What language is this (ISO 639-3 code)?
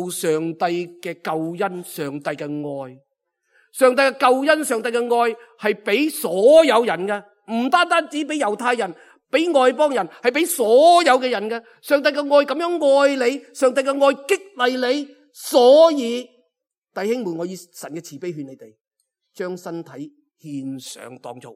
yue